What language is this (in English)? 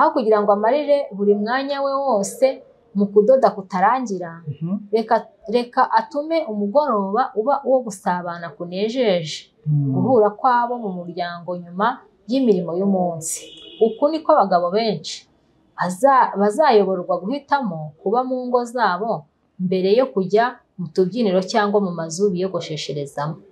Kinyarwanda